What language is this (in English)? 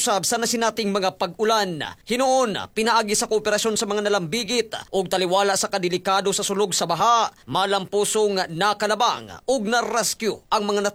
Cebuano